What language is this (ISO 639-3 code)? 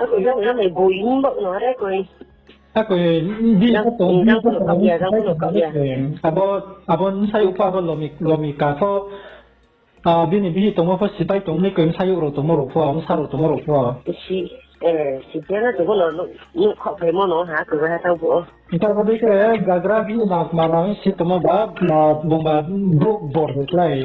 ria